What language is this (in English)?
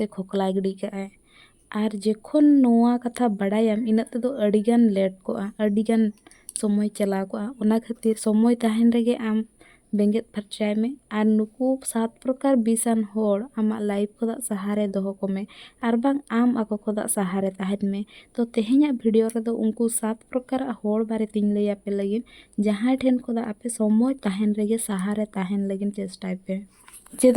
Santali